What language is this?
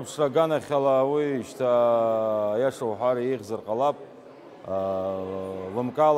Abkhazian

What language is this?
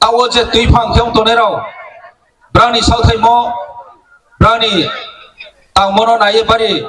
Riang (India)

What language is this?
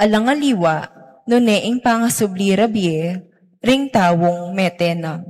Pampanga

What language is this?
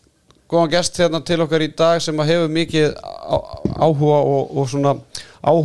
Icelandic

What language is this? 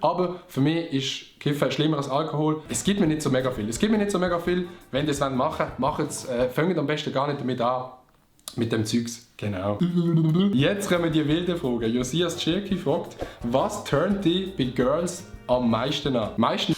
Swiss German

